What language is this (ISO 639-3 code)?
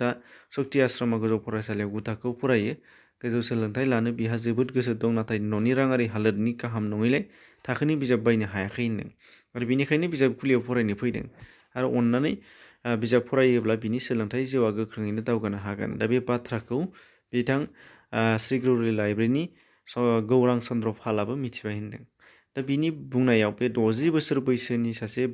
brx